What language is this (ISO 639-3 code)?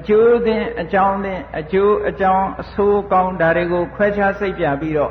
mya